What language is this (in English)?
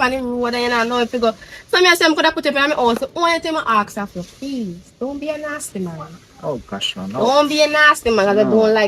Jamaican Creole English